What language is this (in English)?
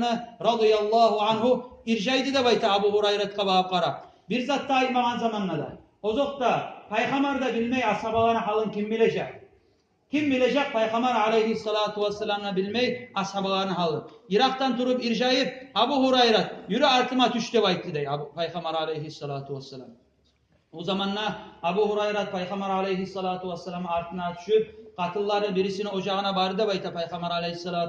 Kumyk